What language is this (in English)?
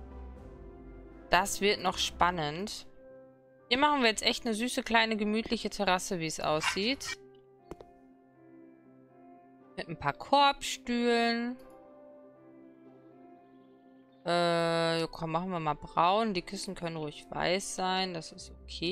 German